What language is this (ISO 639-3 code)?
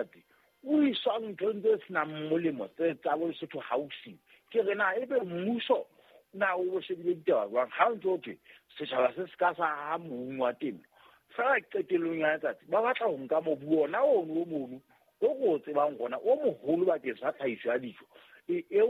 sot